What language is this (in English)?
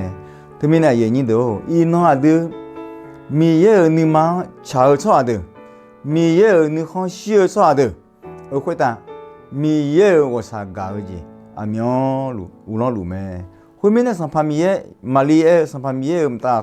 Akha